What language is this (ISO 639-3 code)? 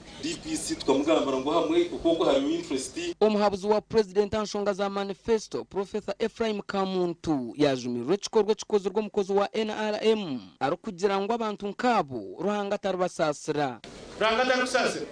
nyn